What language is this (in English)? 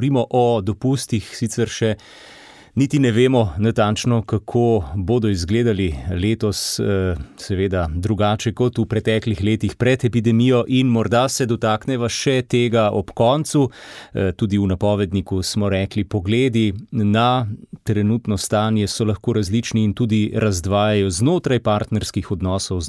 Slovenian